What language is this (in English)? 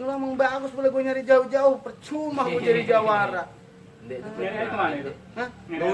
Betawi